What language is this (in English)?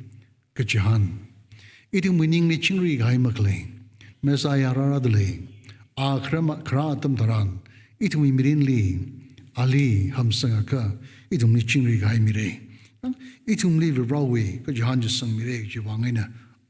Tangkhul Naga (India)